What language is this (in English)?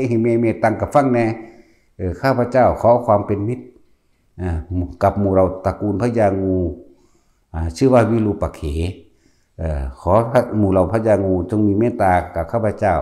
Northeastern Thai